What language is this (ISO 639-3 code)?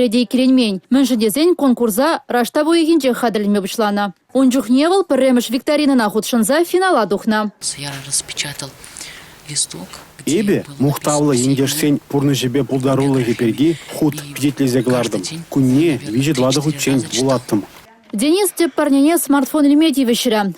chv